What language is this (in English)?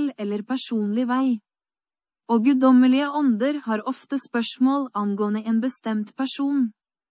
Norwegian